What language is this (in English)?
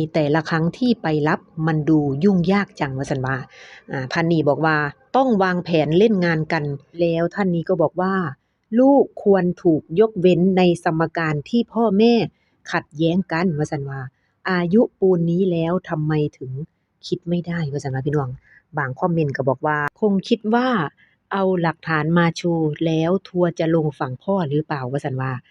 Northeastern Thai